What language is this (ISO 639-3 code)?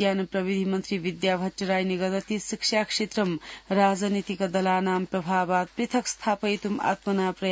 san